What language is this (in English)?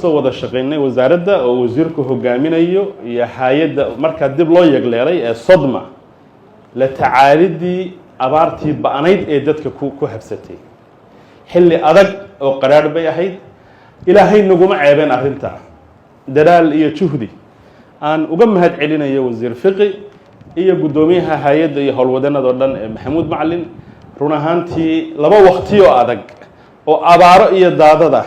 Somali